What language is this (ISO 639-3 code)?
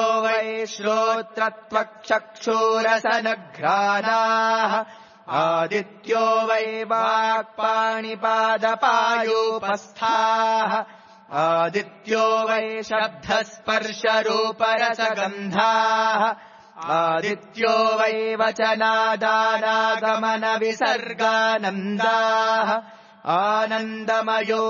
san